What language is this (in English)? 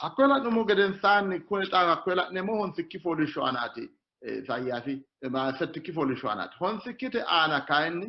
Sidamo